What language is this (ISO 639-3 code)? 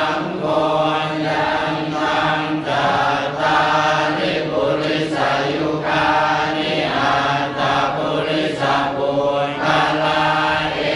pli